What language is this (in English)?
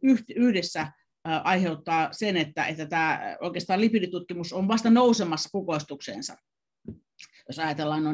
Finnish